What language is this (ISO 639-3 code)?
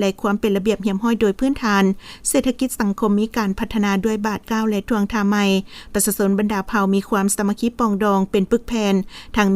lao